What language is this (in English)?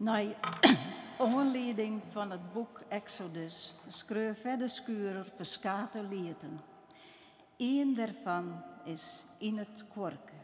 Western Frisian